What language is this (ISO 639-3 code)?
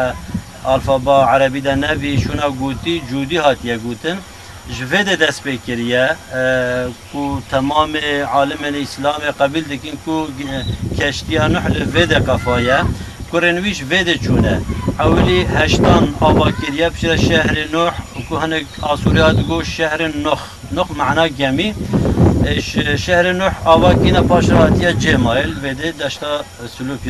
kur